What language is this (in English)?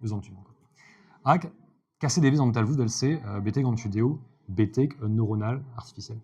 Breton